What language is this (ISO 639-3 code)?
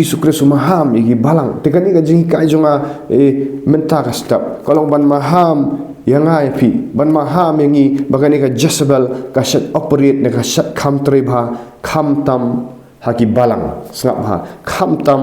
kha